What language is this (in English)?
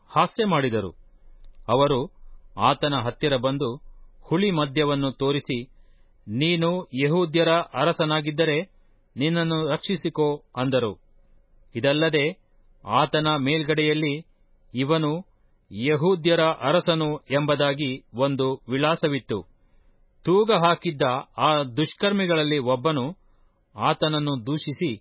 Kannada